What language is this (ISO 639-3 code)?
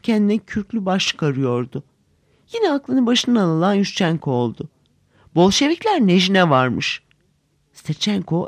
tur